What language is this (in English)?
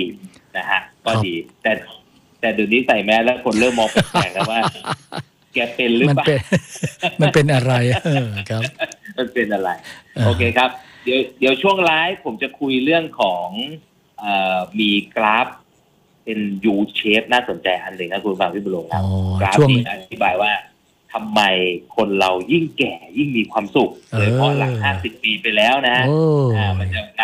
Thai